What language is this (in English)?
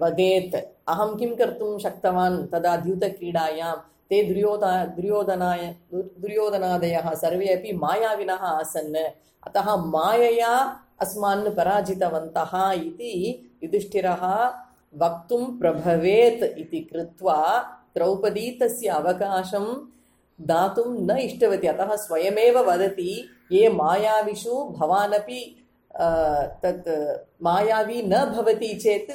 Sanskrit